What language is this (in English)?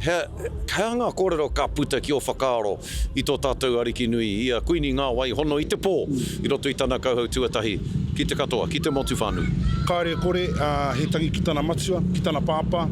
Māori